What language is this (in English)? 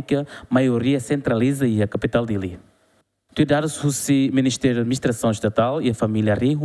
Tetum